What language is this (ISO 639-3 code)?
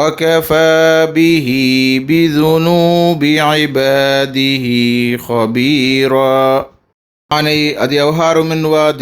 div